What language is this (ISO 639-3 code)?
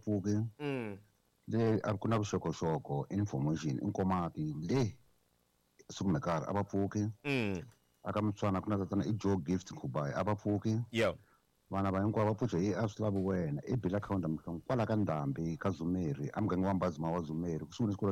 tso